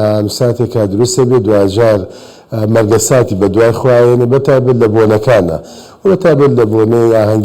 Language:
Central Kurdish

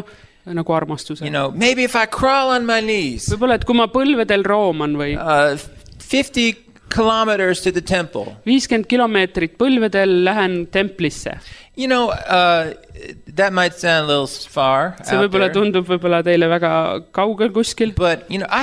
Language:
Estonian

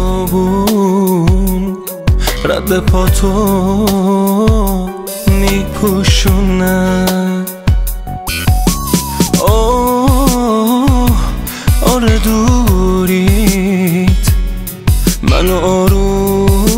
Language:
Persian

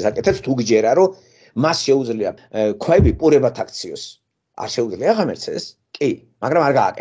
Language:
Georgian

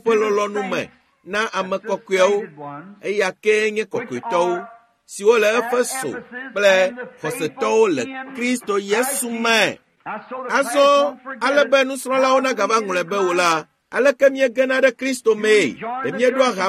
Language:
Ewe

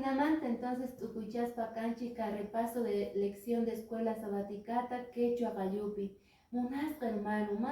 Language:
Quechua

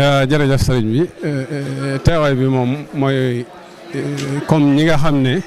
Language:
Wolof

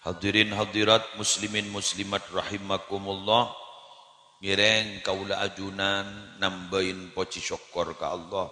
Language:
Madurese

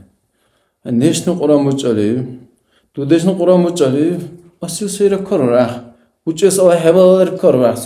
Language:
Dargwa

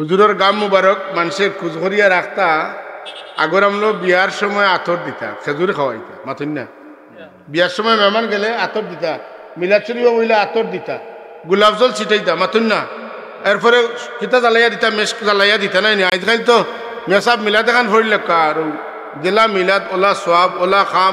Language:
Sylheti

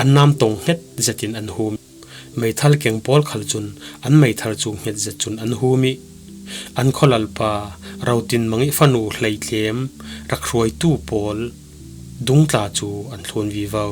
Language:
Falam Chin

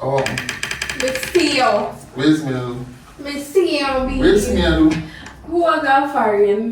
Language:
Jamaican Creole English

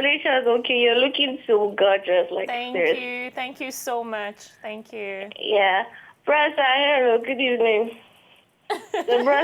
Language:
Nigerian Pidgin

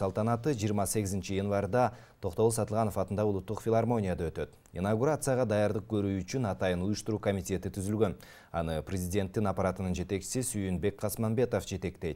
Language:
Kyrgyz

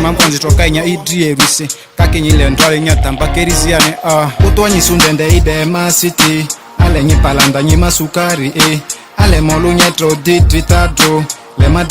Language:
Ma'di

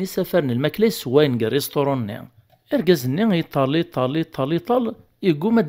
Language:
Kabyle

